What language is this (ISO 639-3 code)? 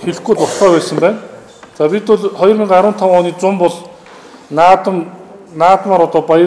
mon